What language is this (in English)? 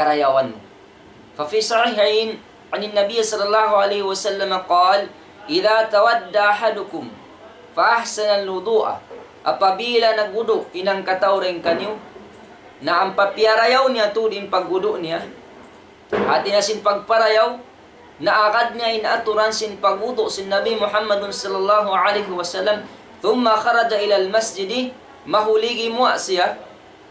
Tausug